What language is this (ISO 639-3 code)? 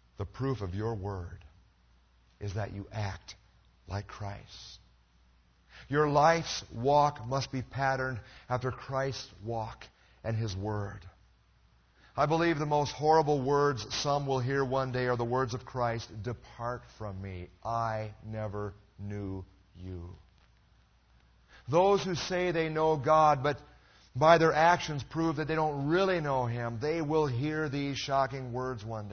eng